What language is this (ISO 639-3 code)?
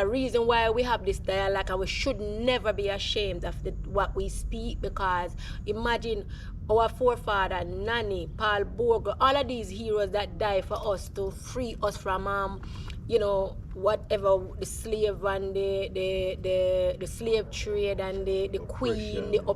jam